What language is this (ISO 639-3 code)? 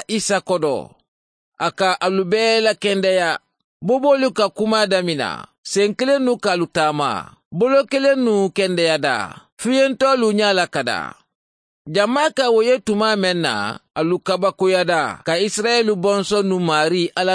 man